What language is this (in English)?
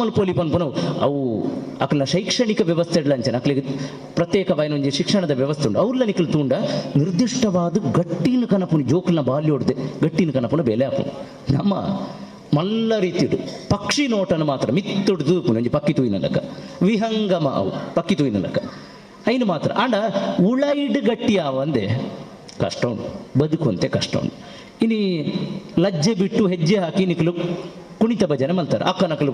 Tulu